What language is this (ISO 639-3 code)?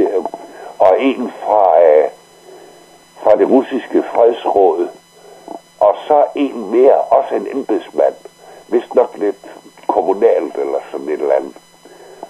dan